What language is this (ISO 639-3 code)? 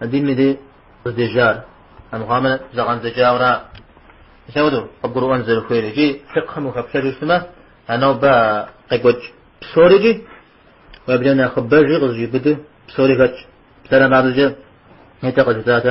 kbd